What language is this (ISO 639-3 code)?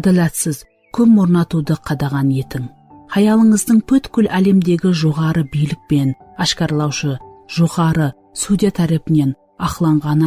kaa